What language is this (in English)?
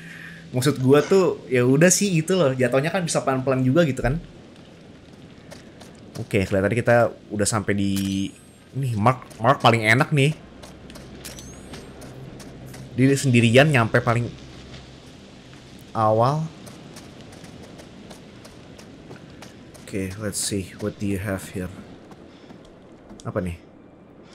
Indonesian